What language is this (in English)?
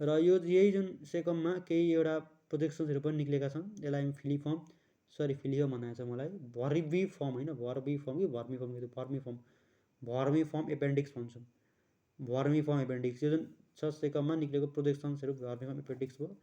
Nepali